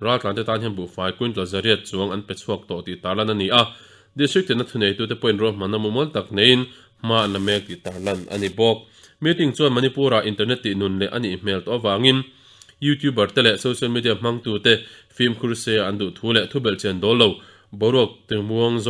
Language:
Mizo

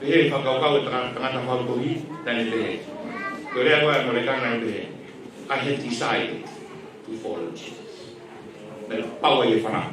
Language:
Tongan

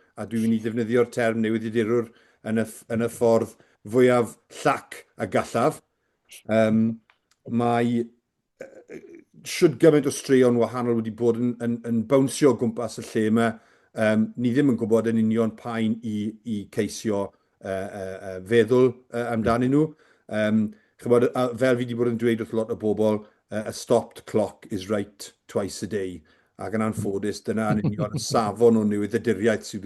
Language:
Welsh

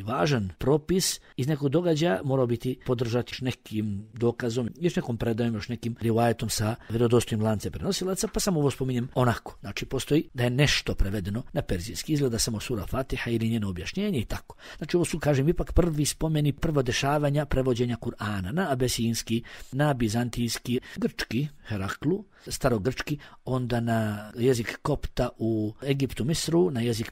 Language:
Bosnian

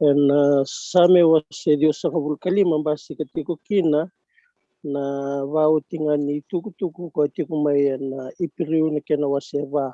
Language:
Fijian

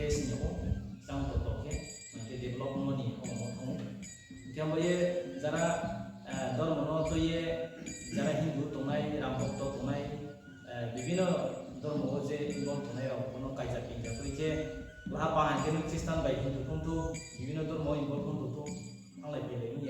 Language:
Riang (India)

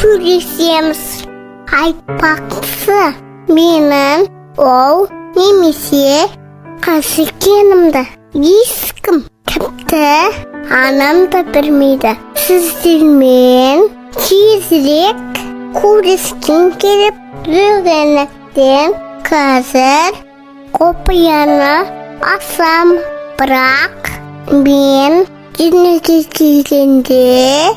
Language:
Kazakh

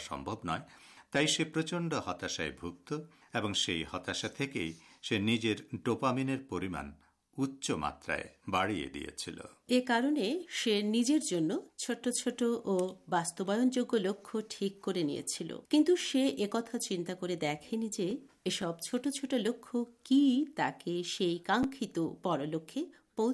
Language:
Bangla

